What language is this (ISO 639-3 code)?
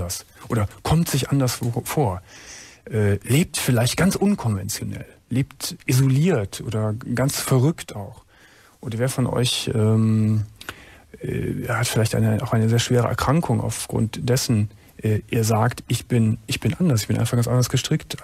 deu